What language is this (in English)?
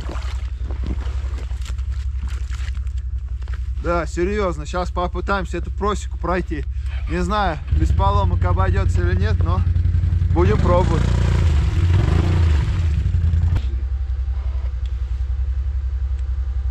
Russian